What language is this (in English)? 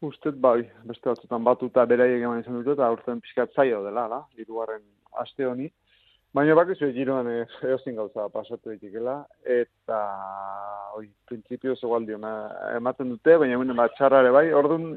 Basque